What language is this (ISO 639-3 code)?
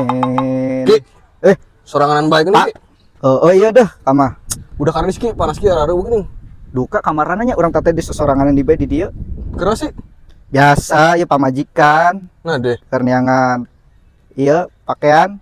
sun